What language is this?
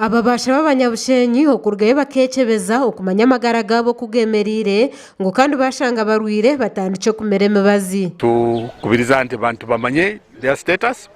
Nyankole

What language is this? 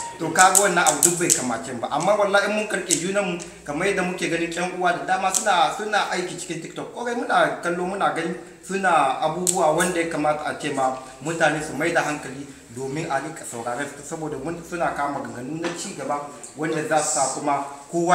Hausa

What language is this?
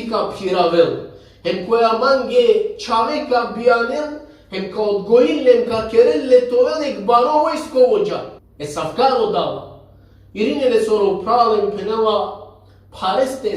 Balkan Romani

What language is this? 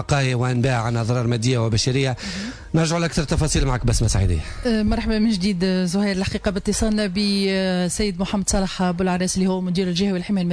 Tunisian Arabic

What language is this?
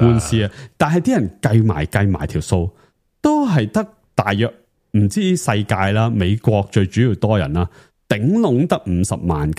Cantonese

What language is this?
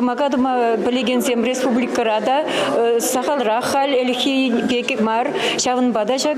Chuvash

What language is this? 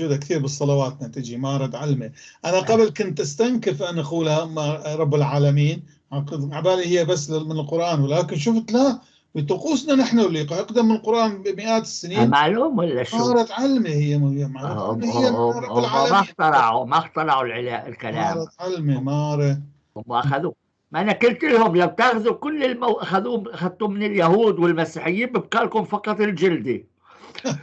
North Levantine Arabic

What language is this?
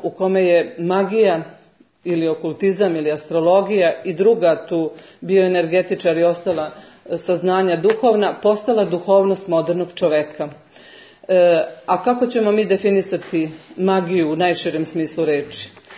Serbian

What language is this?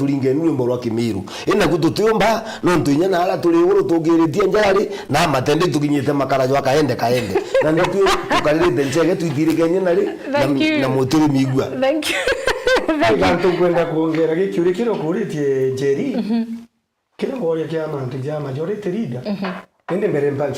Meru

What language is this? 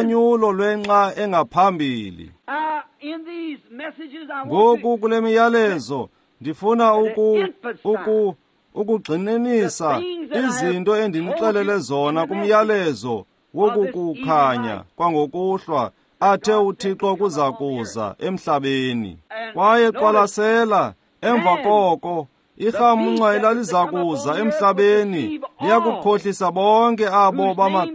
Xhosa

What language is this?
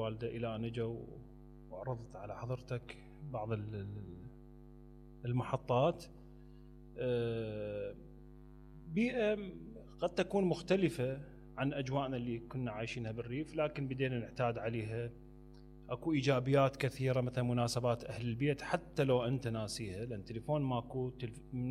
Mesopotamian Arabic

